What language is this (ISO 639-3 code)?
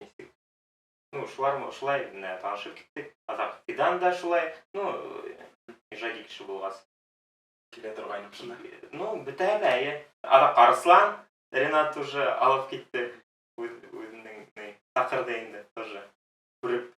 bak